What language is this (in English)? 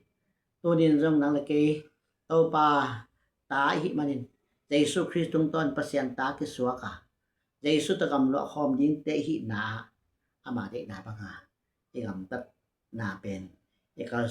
Tedim Chin